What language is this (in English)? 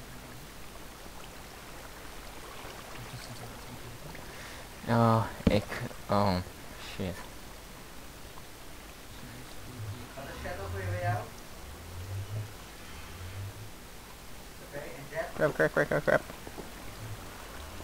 Dutch